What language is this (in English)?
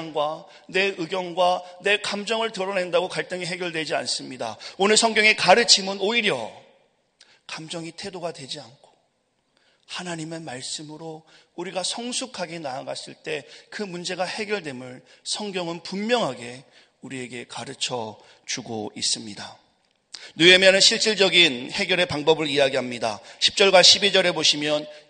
Korean